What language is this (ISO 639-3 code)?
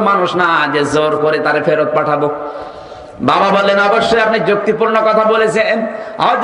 ben